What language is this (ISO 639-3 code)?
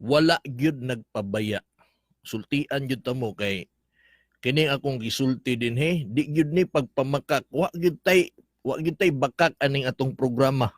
ceb